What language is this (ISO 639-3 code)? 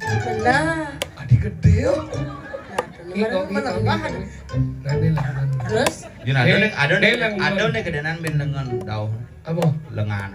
ban